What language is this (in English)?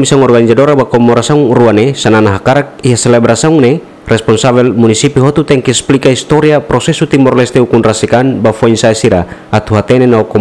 Tetum